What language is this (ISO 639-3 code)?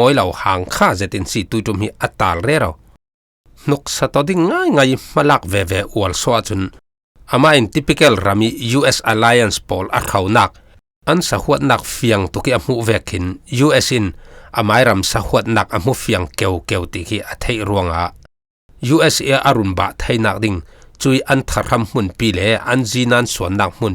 cfm